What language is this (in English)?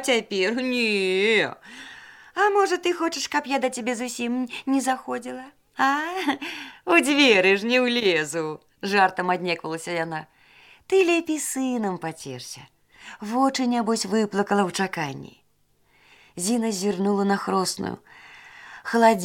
Belarusian